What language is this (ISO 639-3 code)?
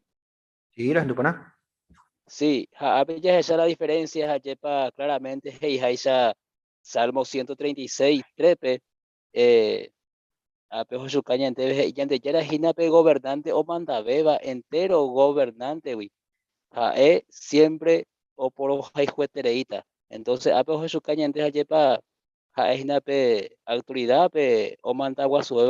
grn